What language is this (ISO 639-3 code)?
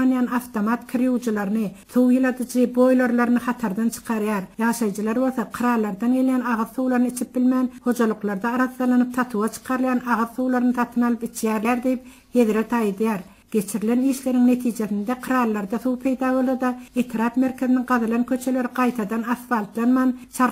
tuk